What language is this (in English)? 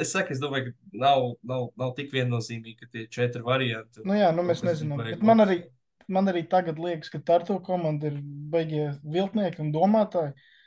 Latvian